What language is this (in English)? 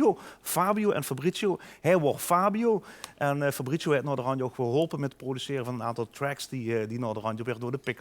Limburgish